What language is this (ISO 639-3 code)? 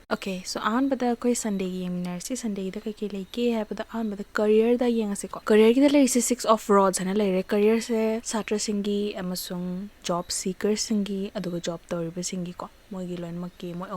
mni